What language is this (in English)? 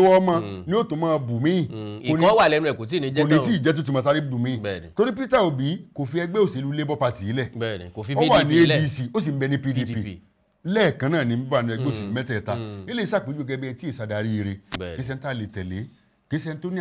Yoruba